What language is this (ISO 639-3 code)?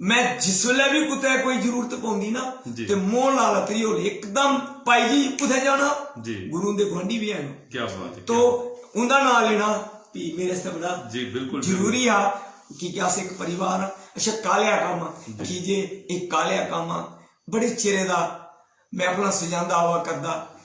doi